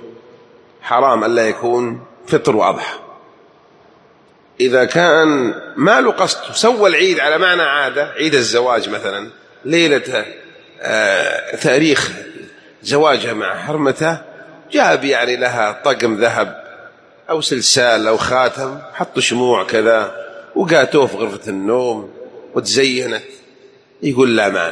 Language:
Arabic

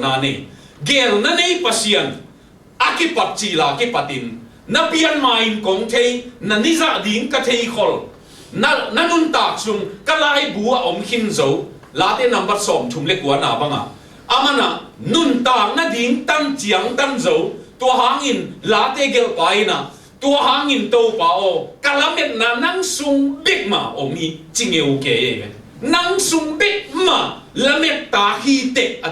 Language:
Tedim Chin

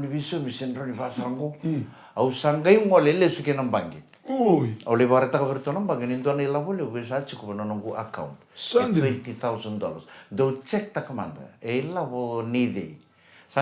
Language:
Fijian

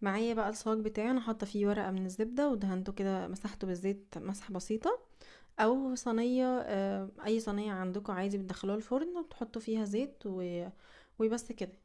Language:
Egyptian Arabic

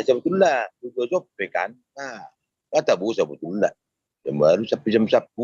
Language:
Batak Toba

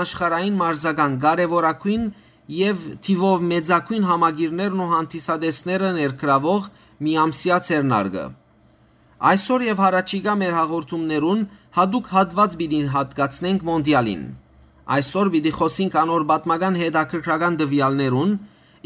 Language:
Western Armenian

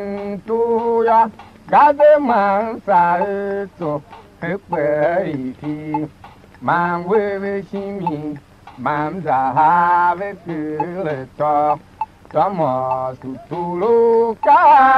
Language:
Tiv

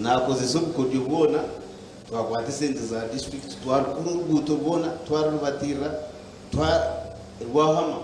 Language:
Nyankole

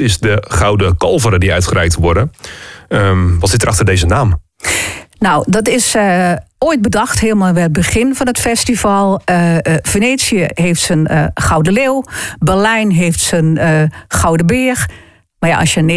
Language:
Dutch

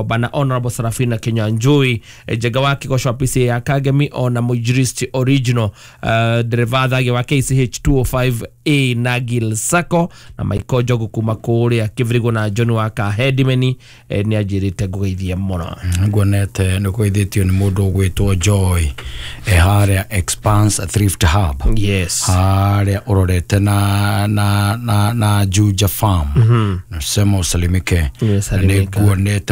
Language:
Kikuyu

